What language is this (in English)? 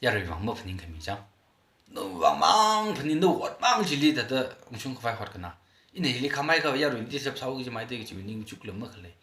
Tangkhul Naga (India)